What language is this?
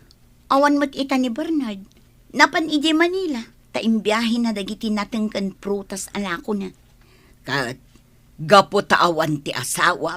Iloko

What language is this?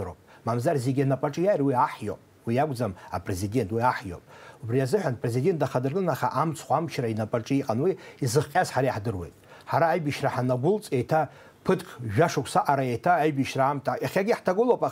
Abkhazian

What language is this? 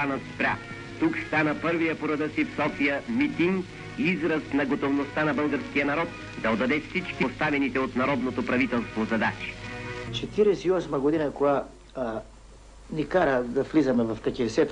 Bulgarian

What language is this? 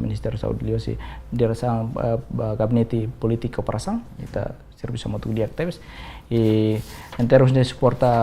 Tetum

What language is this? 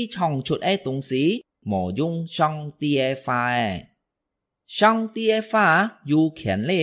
Hakka Chinese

